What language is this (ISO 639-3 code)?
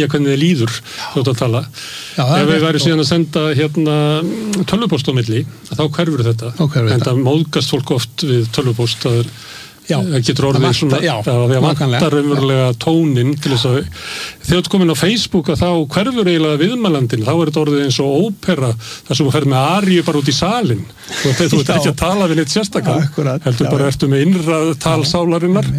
isl